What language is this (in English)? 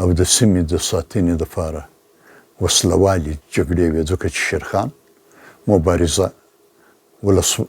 Pashto